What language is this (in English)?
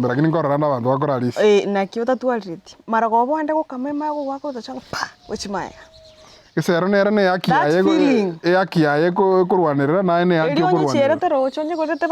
Gusii